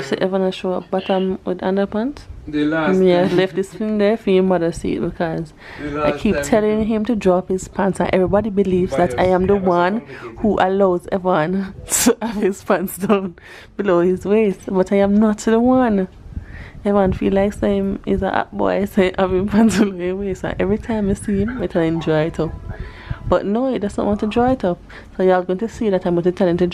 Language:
Jamaican Creole English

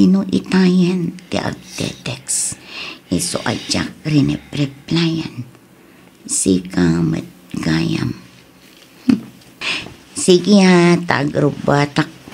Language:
Iloko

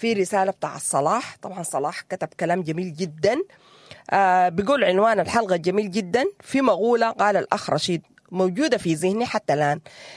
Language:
Sudanese Arabic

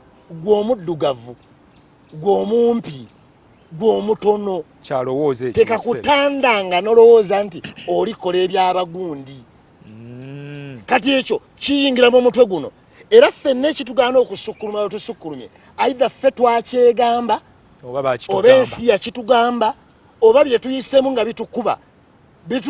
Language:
Ganda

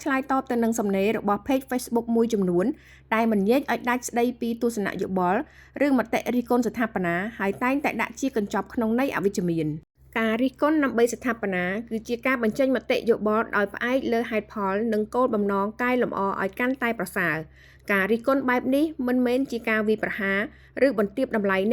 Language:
Khmer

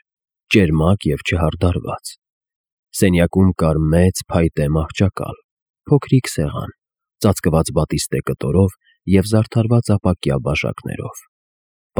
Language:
Armenian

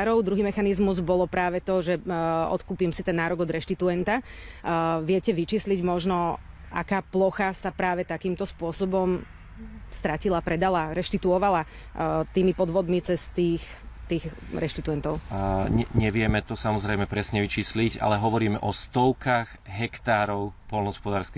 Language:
Slovak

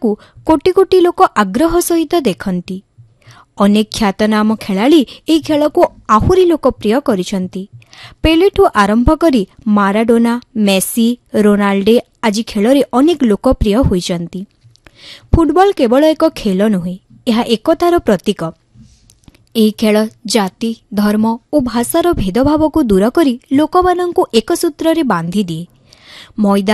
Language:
Odia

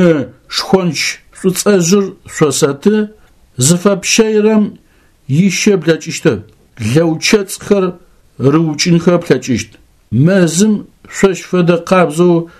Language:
Adyghe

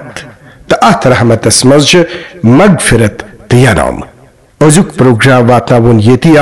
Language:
Kashmiri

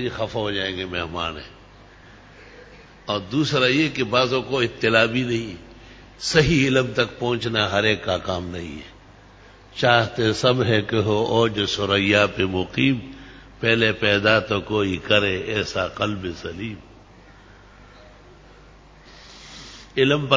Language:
Urdu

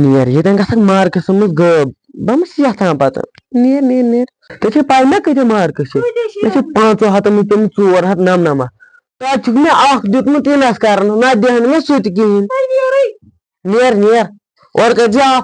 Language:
Kashmiri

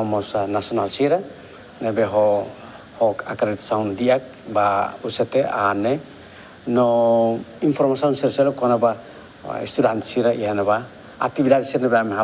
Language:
Tetum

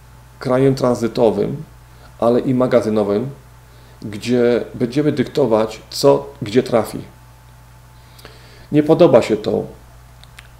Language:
Polish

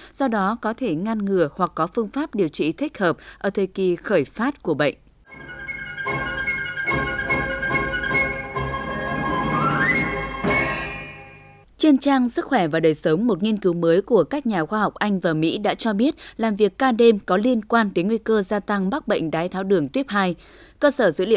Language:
Vietnamese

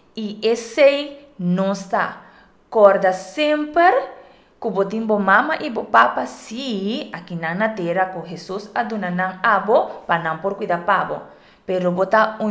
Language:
Papiamento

